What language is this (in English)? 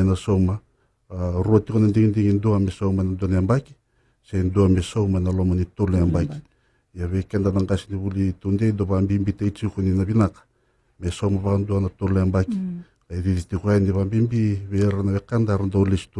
Fijian